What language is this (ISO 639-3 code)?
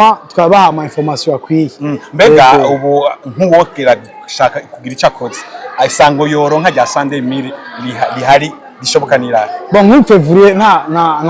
run